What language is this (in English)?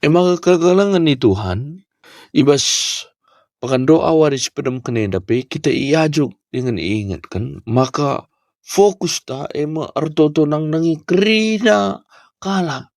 Batak Karo